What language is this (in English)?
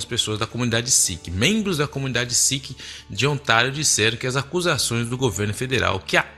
Portuguese